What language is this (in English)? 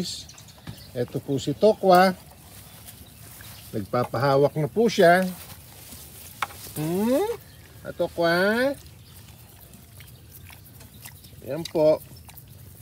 Filipino